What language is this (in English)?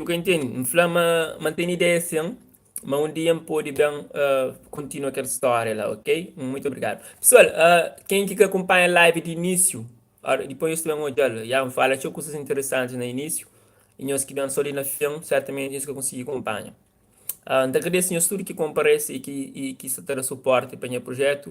Kabuverdianu